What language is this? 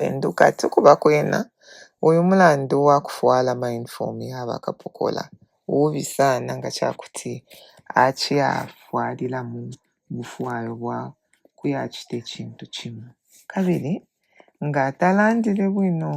Bemba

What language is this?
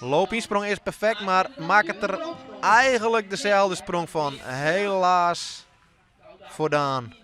Western Frisian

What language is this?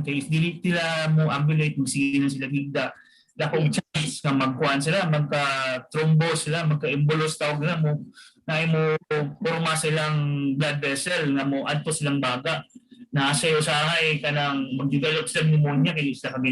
Cebuano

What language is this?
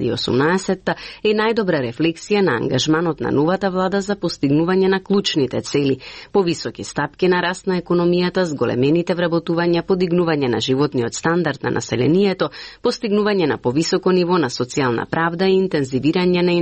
Macedonian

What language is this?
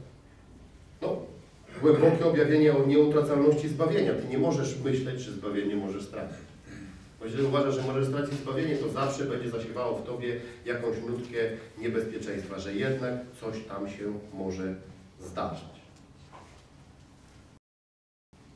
Polish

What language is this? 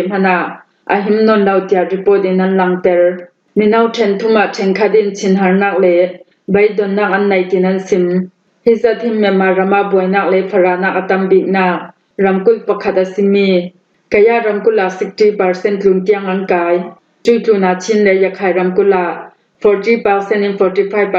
Falam Chin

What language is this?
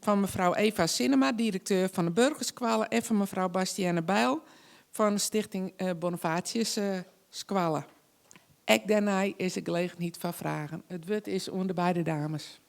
Western Frisian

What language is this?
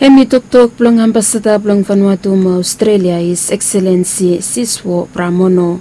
Bislama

